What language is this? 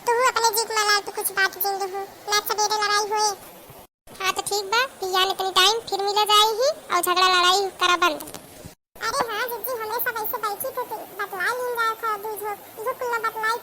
Awadhi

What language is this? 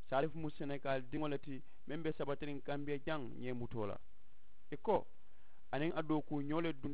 Mandingo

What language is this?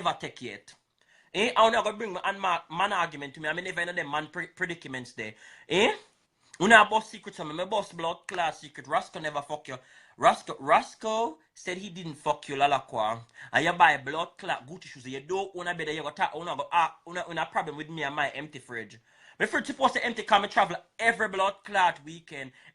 Jamaican Creole English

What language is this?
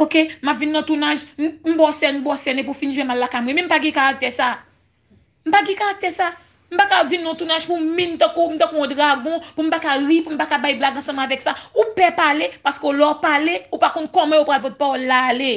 Haitian Creole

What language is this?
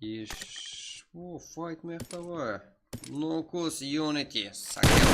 Kara-Kalpak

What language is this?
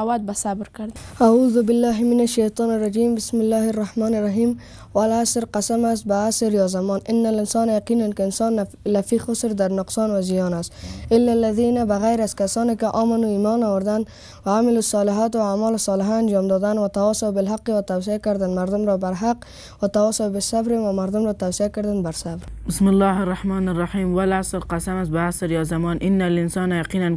Persian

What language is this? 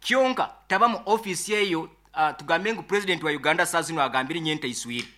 Nyoro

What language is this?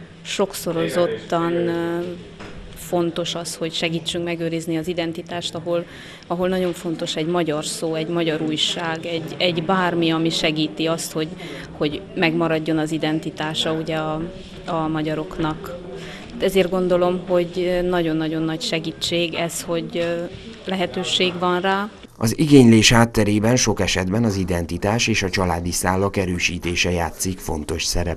Hungarian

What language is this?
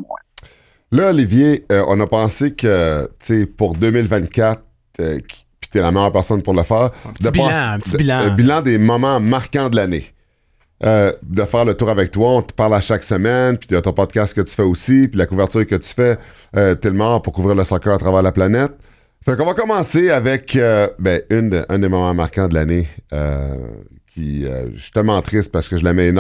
French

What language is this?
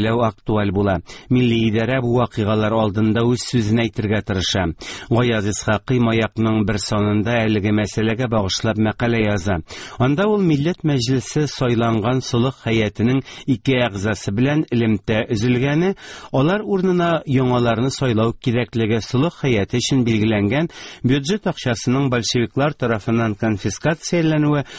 Tatar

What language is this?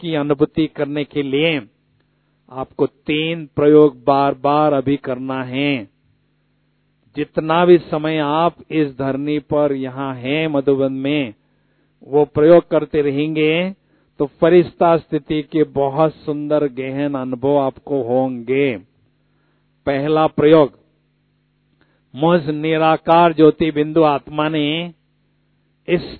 Hindi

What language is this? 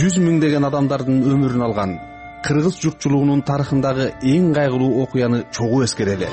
Kyrgyz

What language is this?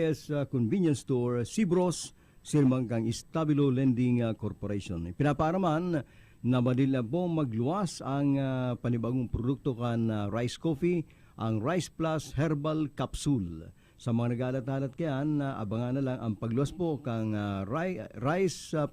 Bikol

